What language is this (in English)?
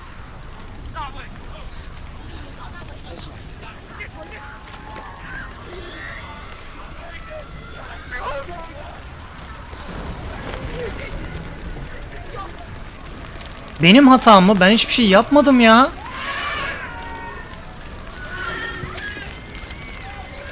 Turkish